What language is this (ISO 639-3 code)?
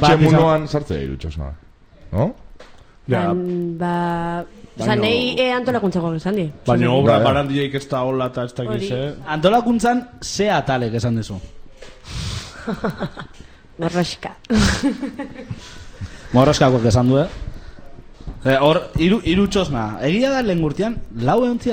eus